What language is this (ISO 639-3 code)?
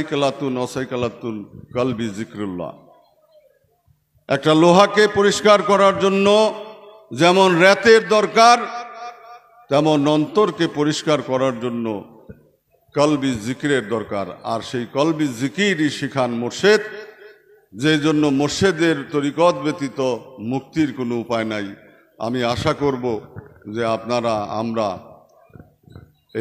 ben